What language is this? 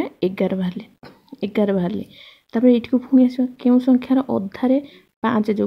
Odia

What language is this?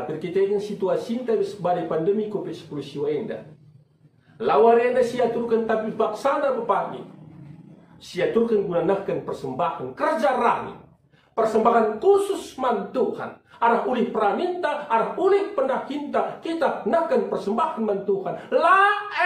Batak Karo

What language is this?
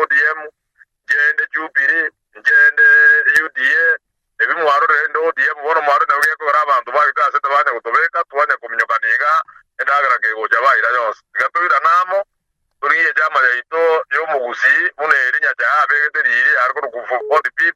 Gusii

